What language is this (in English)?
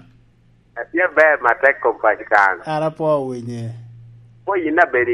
Lango (Uganda)